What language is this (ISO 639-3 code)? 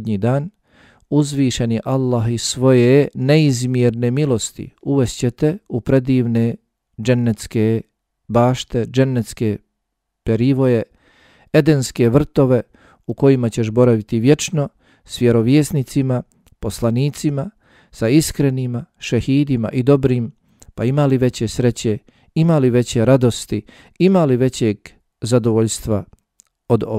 bos